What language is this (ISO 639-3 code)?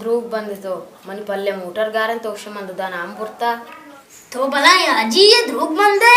bal